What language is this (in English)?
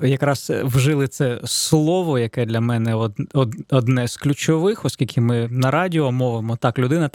Ukrainian